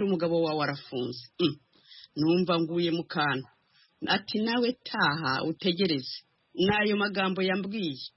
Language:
Kinyarwanda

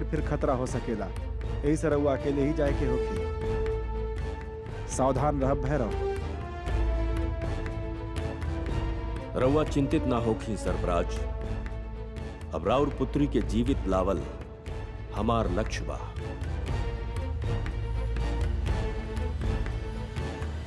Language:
Bhojpuri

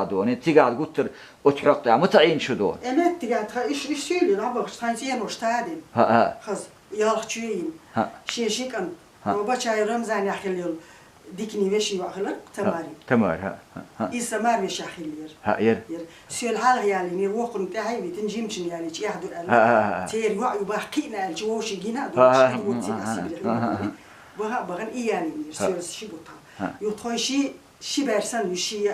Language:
Chechen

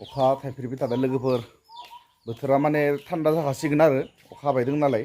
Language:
Bodo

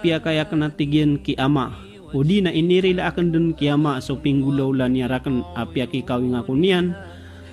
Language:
Maranao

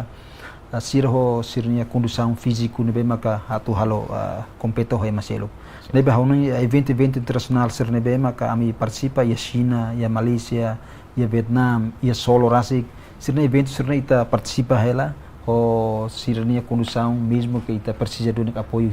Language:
Tetum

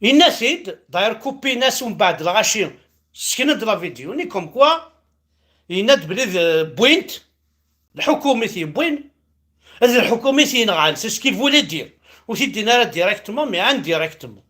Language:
Kabyle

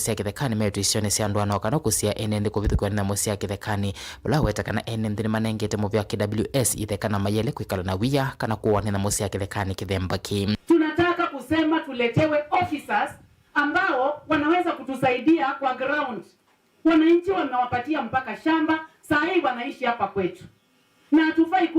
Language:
Kamba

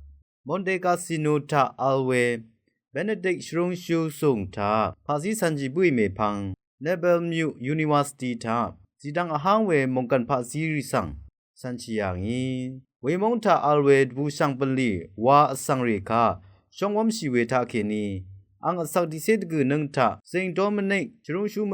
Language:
Rawang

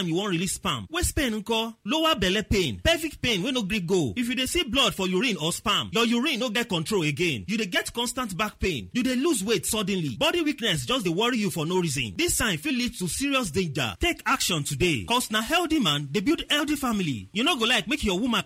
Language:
Nigerian Pidgin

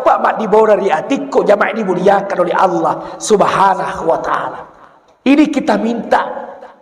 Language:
Buginese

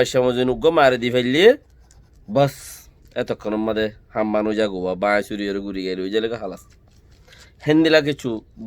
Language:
Rohingya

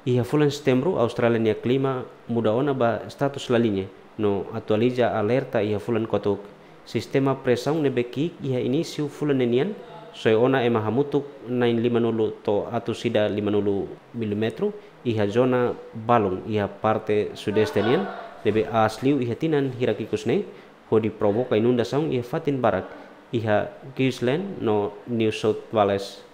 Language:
Tetum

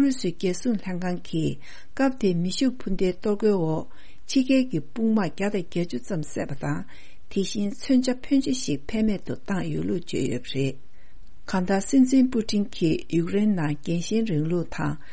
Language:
Tibetan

